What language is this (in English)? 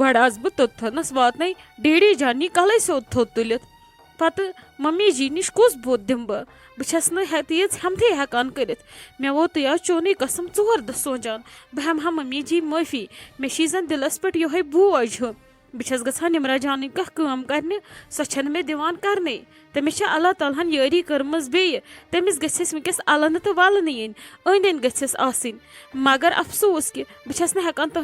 Kashmiri